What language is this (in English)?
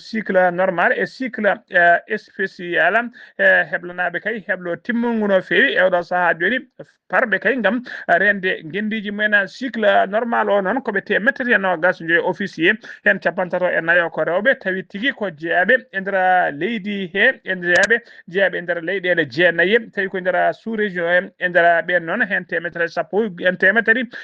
Fula